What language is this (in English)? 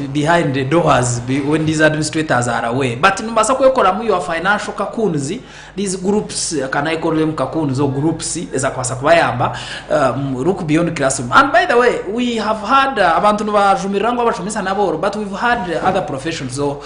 Nyankole